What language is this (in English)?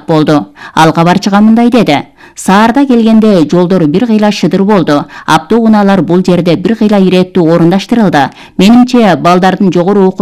Kyrgyz